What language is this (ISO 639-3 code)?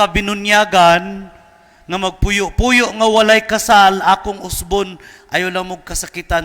ceb